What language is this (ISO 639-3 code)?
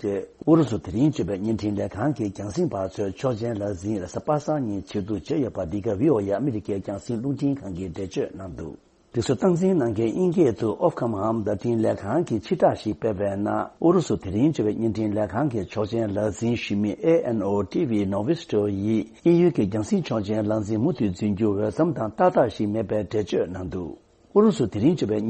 bod